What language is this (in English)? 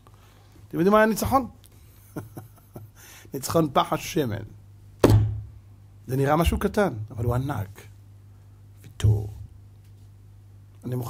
Hebrew